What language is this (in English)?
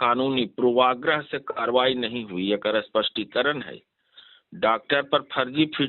Magahi